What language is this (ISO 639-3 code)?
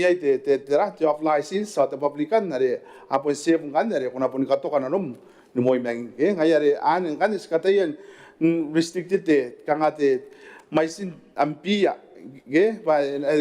gil